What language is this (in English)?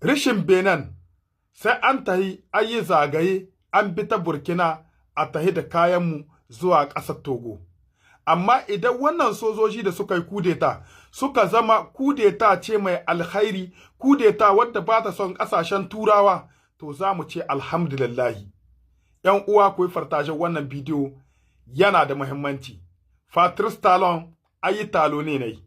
Hausa